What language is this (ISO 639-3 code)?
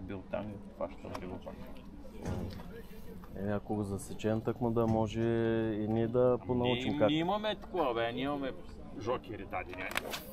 bul